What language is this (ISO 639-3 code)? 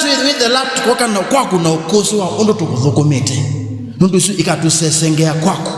kam